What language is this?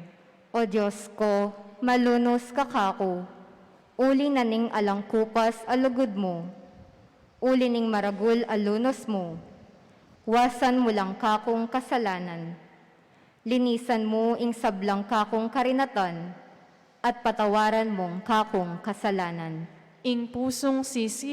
Pampanga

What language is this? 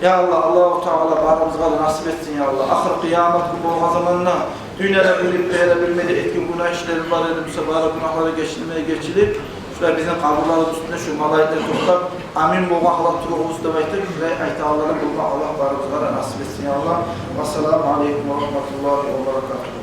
Kumyk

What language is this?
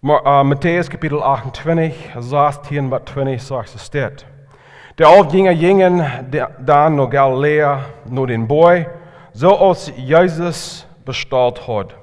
Plautdietsch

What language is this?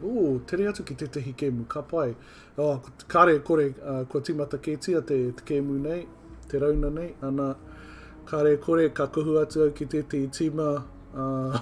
Māori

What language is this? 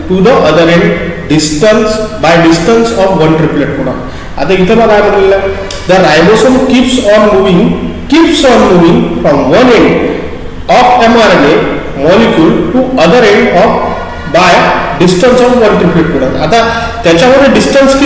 Marathi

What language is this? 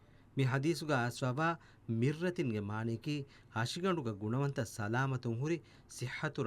Divehi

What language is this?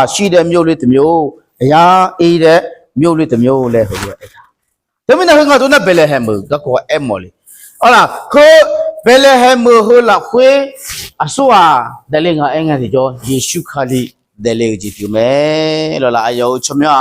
Akha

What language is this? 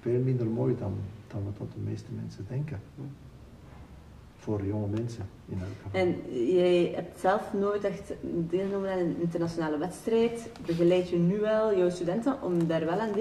Dutch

